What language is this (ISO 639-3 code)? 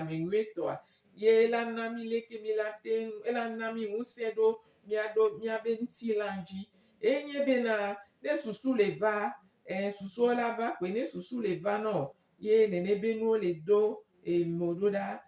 gej